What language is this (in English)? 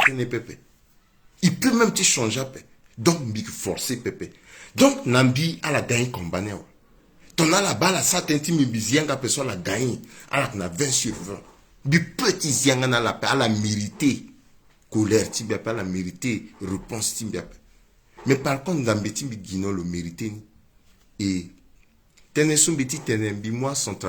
Sango